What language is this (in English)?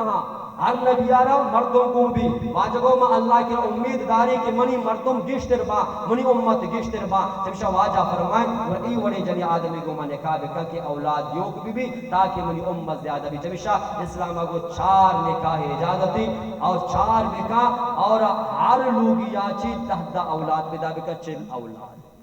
Baluchi